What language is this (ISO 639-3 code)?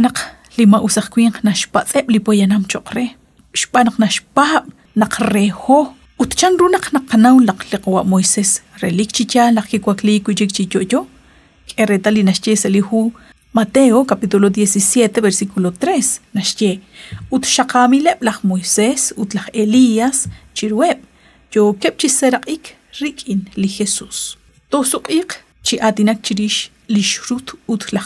kek